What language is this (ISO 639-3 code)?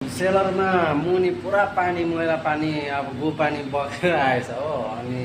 nep